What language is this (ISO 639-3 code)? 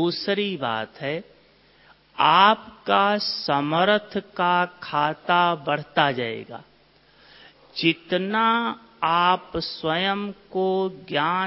hin